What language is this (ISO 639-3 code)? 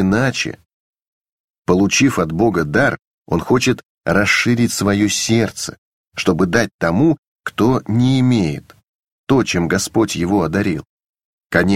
rus